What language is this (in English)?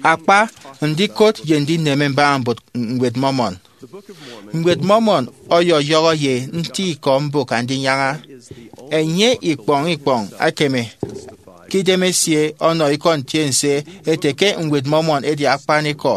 Efik